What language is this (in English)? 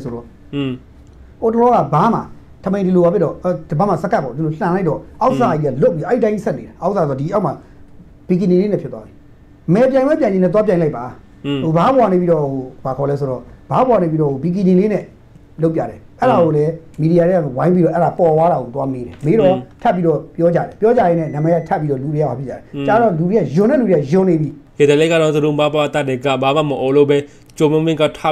Burmese